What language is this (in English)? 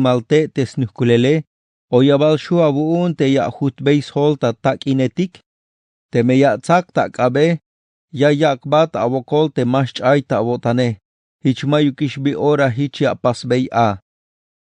Tzeltal